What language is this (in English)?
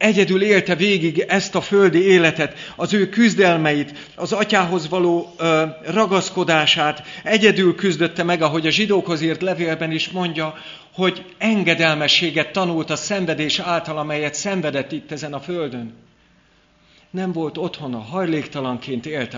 Hungarian